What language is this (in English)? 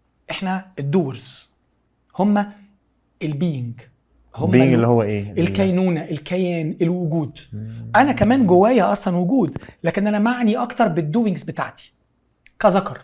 Egyptian Arabic